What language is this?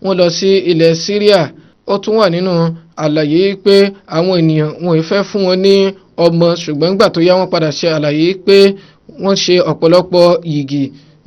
Yoruba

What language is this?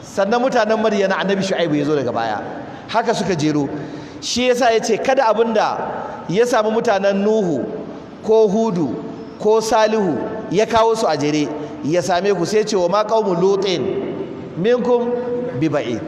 Hausa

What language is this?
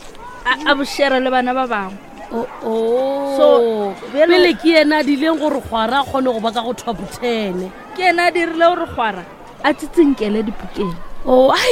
Northern Sotho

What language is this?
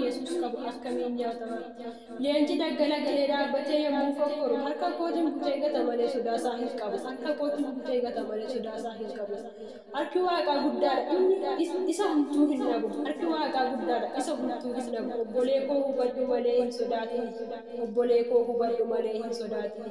Oromo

